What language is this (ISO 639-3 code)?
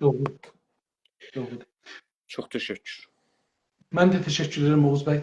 azb